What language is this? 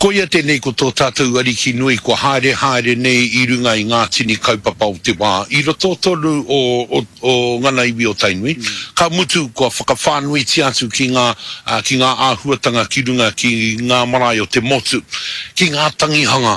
Māori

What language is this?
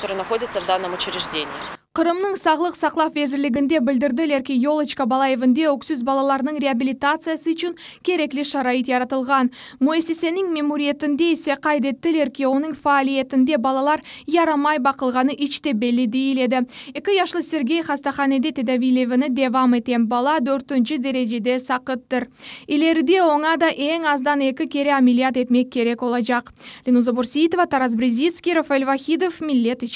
Crimean Tatar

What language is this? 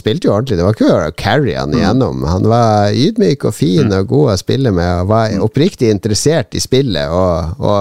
Norwegian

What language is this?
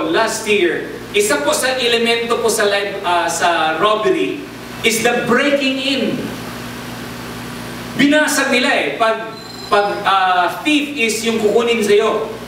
Filipino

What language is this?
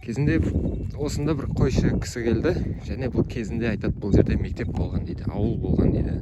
Kazakh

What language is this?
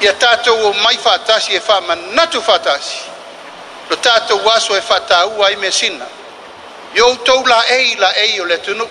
Samoan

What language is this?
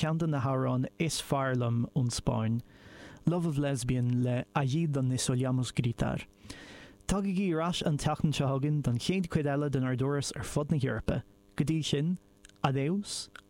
Irish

